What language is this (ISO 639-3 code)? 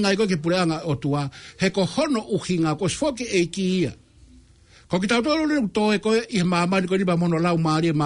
ton